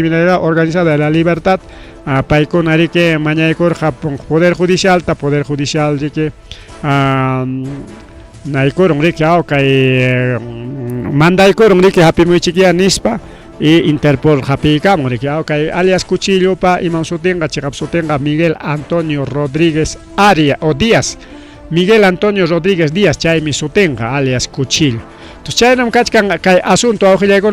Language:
Ayacucho Quechua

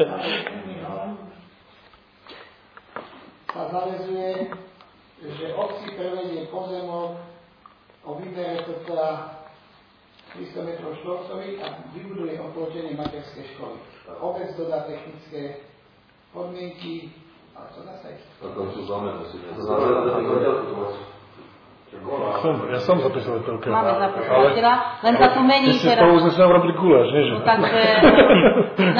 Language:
Slovak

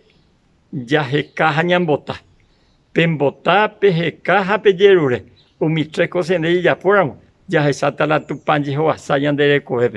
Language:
Guarani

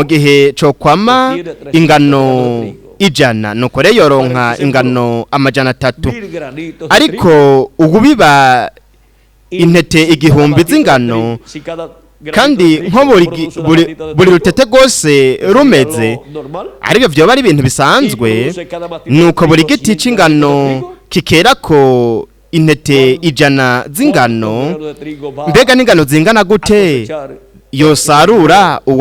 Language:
Rundi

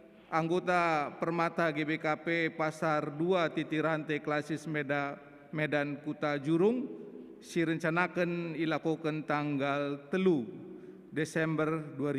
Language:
Batak Karo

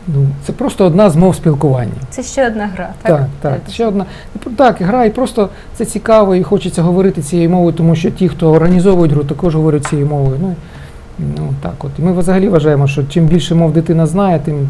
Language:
Ukrainian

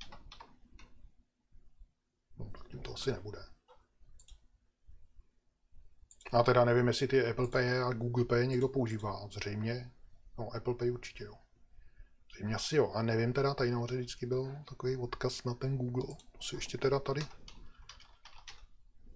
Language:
Czech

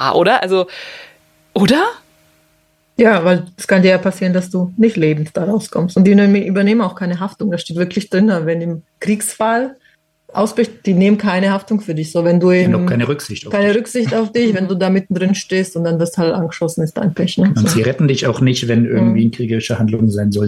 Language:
German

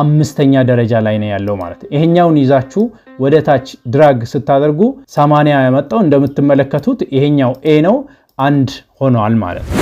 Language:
Amharic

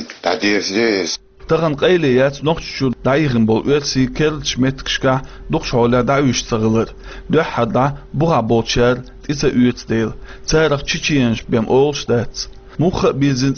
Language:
Chechen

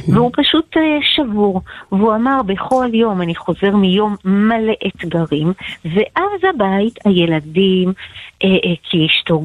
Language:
Hebrew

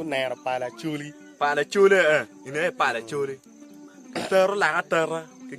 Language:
Acoli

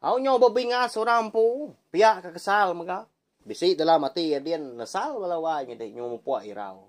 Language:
Iban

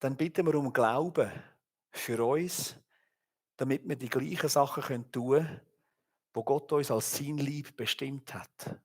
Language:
Swiss German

